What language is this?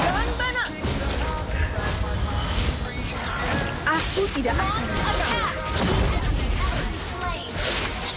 Indonesian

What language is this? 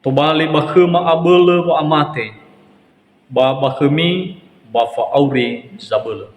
Nias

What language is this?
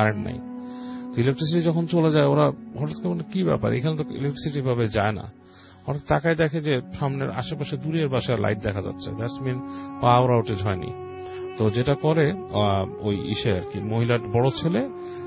Bangla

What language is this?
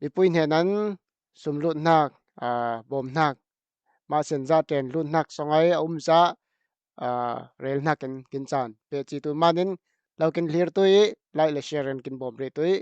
Falam Chin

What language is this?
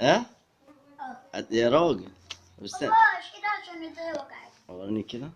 Egyptian Arabic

